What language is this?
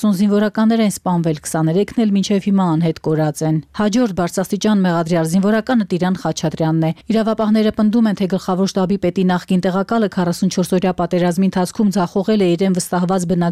Armenian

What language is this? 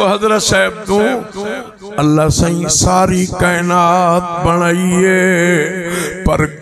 Saraiki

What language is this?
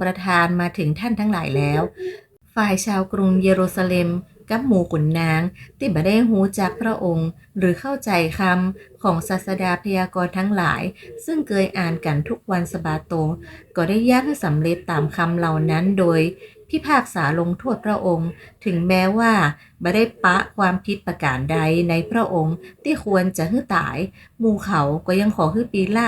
Northern Thai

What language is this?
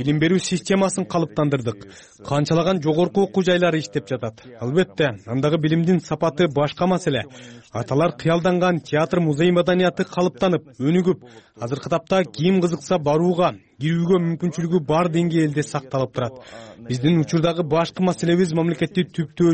Kyrgyz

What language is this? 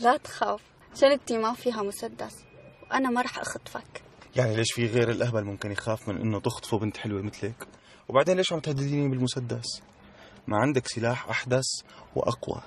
North Levantine Arabic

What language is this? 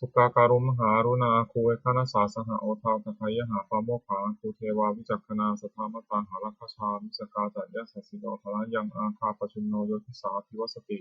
Pali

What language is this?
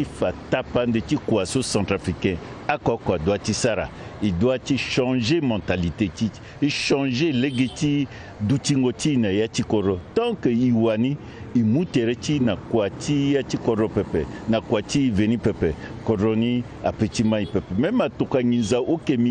Sango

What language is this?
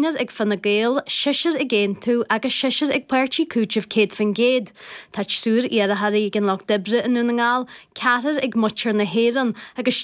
Irish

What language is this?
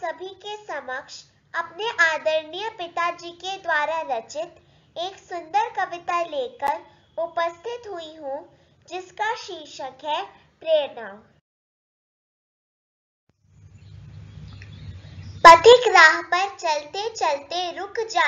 Hindi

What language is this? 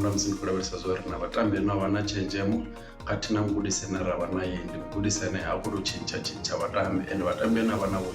Venda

